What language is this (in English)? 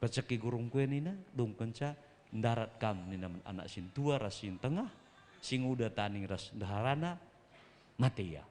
Batak Karo